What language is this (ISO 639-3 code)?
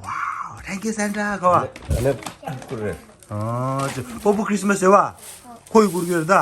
bod